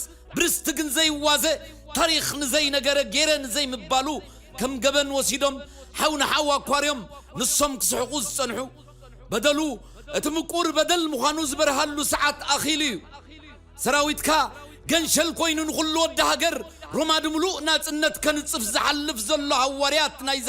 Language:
Tigrinya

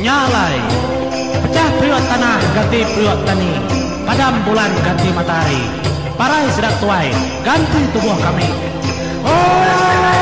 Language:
Iban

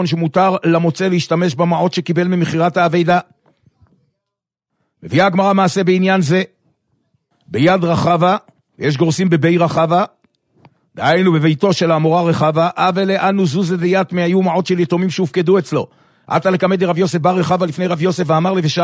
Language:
Hebrew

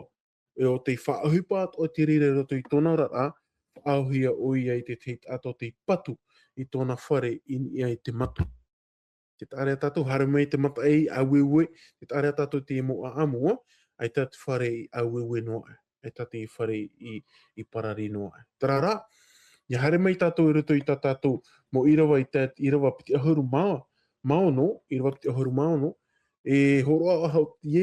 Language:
Tahitian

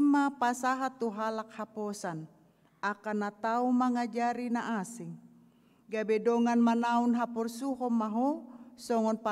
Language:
Batak Toba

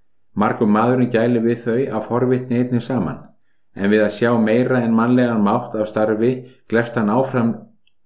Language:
Icelandic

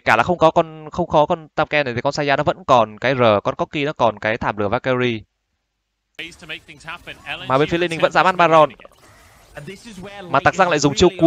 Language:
Vietnamese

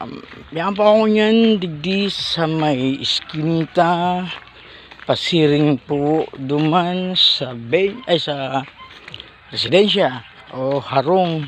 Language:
Bikol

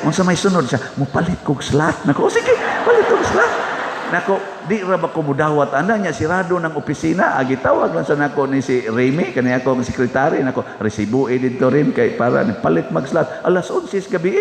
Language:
Cebuano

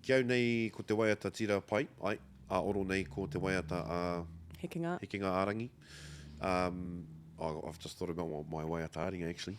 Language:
Māori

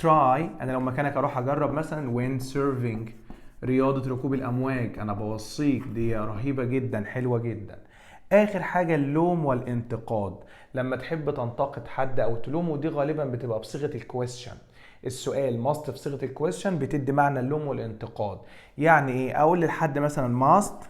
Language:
Egyptian Arabic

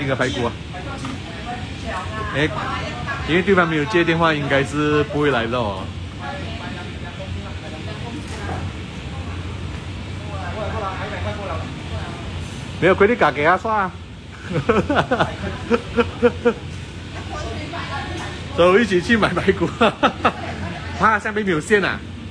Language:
Chinese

